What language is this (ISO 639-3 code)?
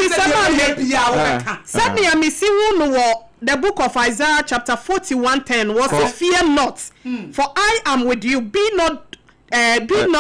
aka